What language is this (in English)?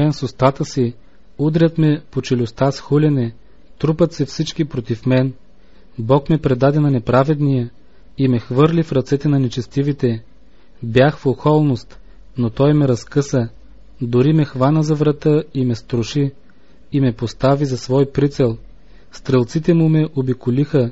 Bulgarian